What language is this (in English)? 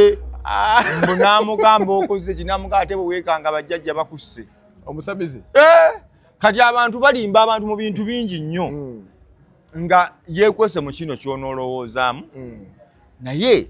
Ganda